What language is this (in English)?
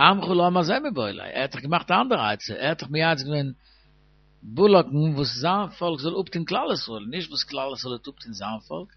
Yiddish